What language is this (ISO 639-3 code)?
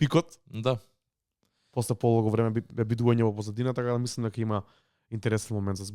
mkd